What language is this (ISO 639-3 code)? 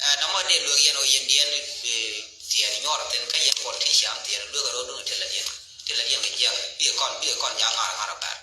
nus